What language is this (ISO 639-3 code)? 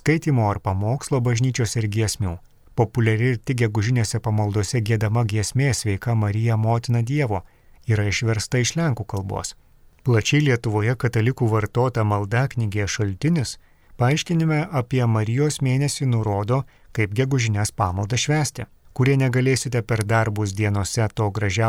lit